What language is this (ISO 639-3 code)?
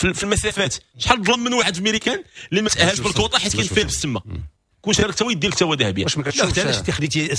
ary